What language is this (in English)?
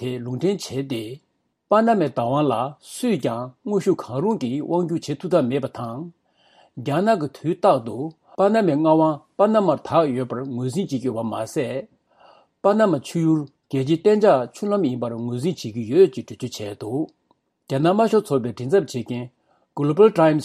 Tibetan